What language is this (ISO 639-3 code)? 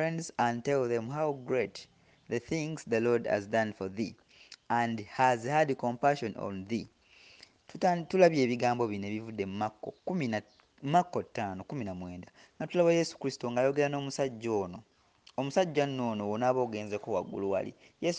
lug